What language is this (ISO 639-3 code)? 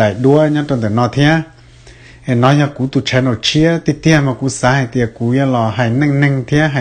hmn